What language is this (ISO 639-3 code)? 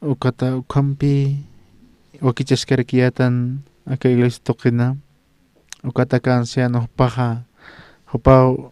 aym